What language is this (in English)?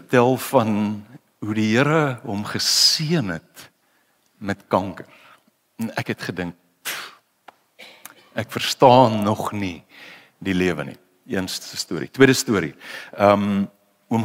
Afrikaans